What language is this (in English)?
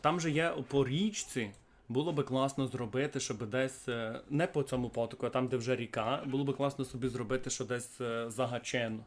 Rusyn